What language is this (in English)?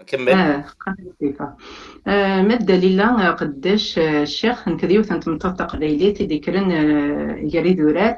Kabyle